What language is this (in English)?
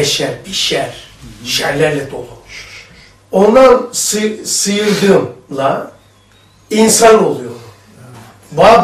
Turkish